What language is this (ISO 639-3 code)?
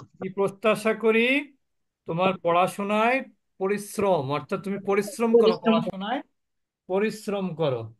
ben